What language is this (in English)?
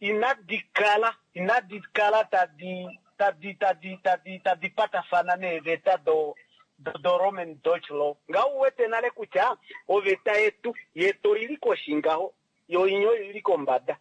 Kuanyama